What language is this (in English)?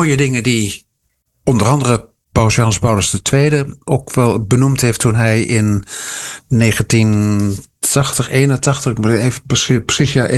Dutch